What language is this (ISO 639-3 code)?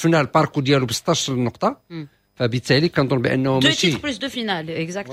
ary